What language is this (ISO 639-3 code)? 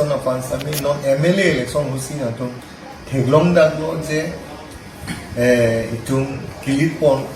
mjw